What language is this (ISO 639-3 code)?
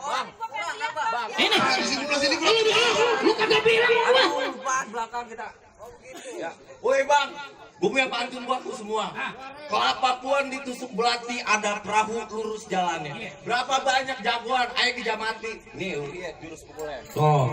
bew